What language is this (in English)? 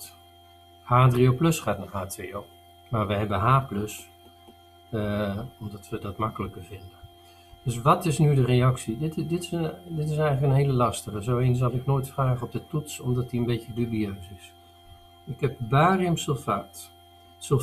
Dutch